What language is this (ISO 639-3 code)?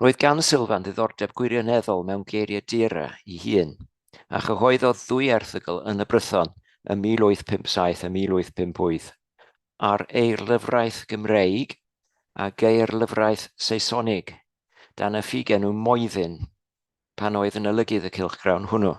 cym